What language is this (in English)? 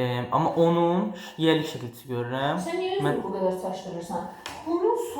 Azerbaijani